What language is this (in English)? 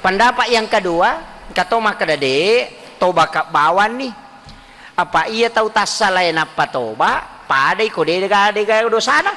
Buginese